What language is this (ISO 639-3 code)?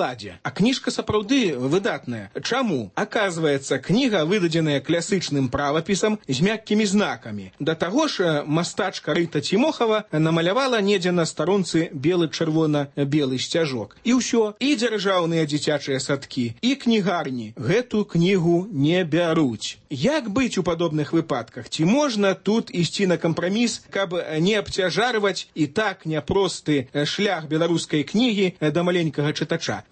bel